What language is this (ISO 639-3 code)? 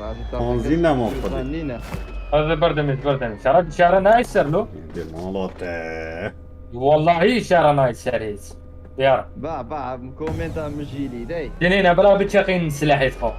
kur